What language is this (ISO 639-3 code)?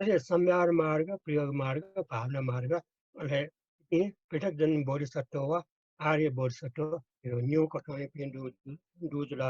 new